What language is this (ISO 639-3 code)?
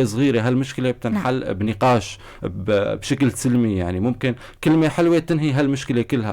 apc